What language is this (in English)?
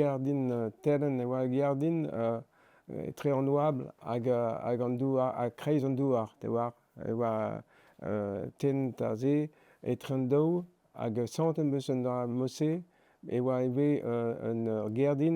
Breton